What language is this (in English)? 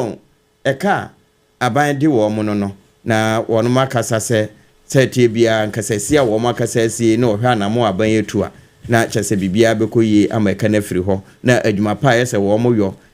Akan